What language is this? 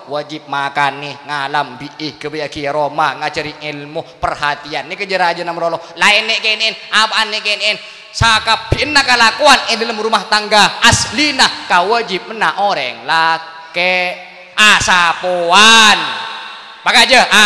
Madurese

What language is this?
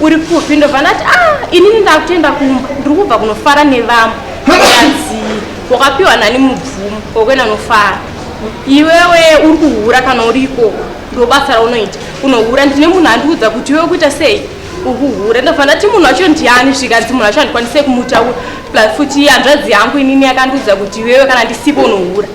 Shona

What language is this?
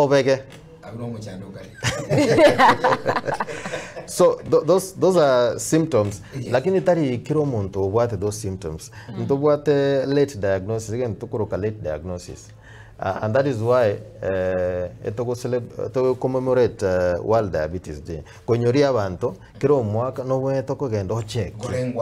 Gusii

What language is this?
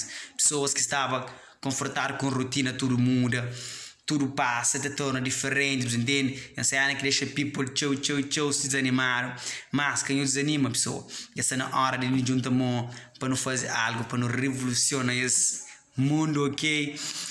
Kabuverdianu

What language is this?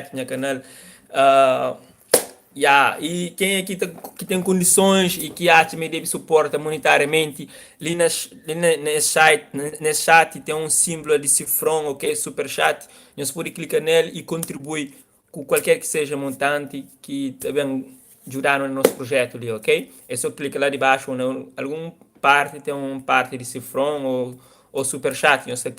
Kabuverdianu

